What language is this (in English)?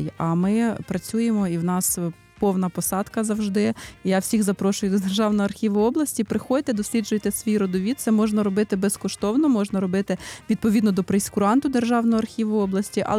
Ukrainian